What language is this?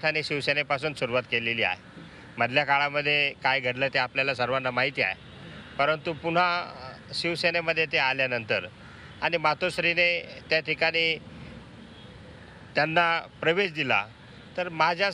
Marathi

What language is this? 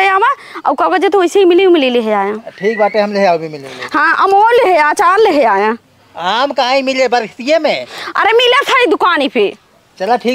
Awadhi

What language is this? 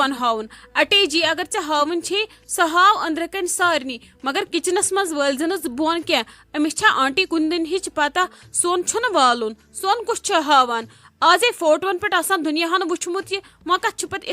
Kashmiri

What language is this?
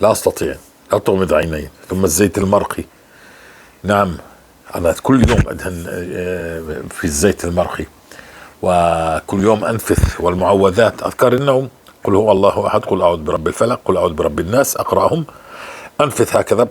North Levantine Arabic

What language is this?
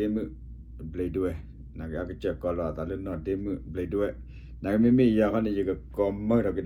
S'gaw Karen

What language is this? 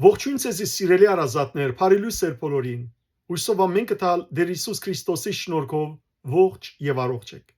Western Armenian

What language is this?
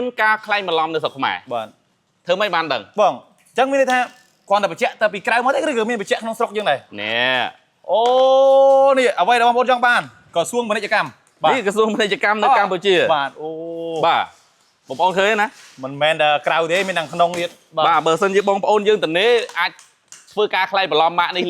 Khmer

